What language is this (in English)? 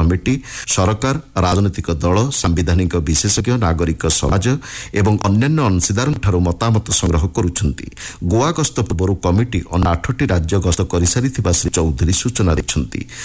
Odia